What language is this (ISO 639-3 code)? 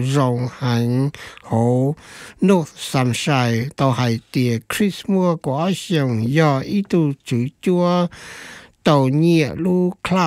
vie